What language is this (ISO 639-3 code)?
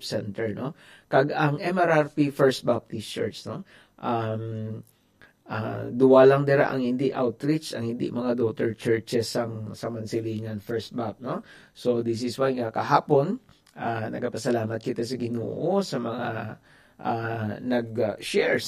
hil